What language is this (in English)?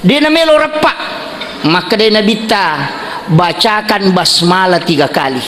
Buginese